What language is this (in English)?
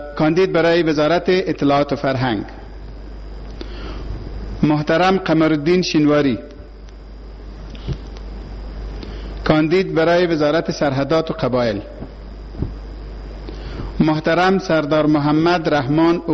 Persian